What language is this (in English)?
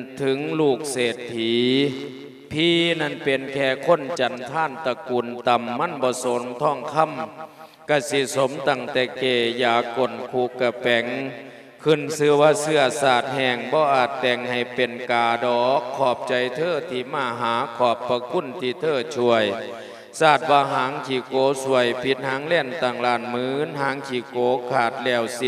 Lao